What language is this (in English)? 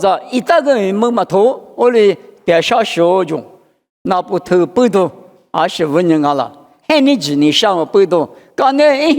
Lisu